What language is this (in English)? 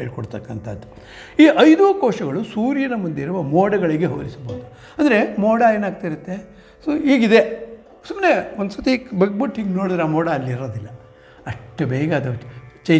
Kannada